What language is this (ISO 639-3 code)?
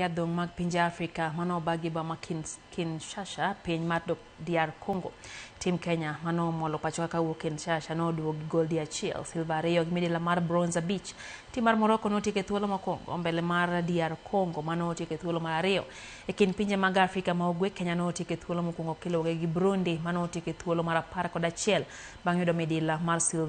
luo